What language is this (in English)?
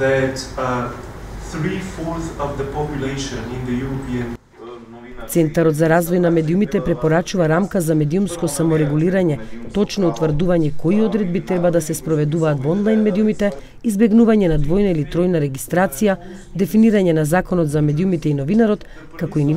Macedonian